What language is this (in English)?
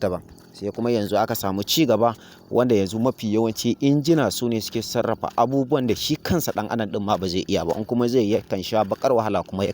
Hausa